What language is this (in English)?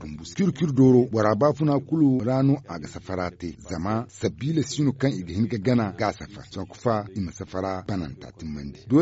Zarma